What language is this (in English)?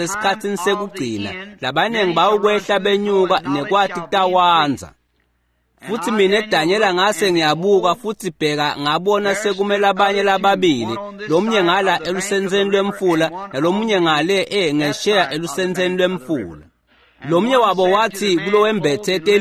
Swati